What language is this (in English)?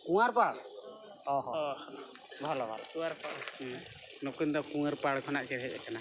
Santali